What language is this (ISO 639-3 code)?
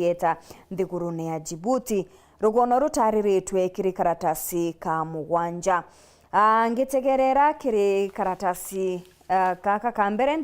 mer